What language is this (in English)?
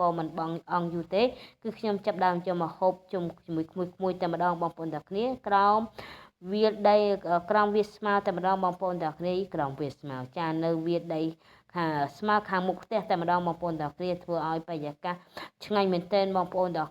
Khmer